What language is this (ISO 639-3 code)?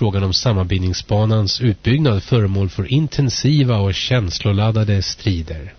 swe